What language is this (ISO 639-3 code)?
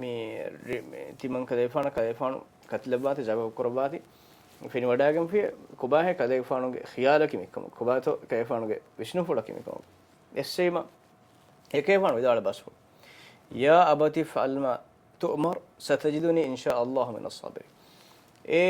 div